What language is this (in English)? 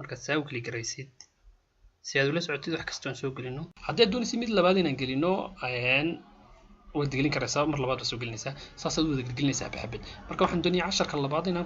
Somali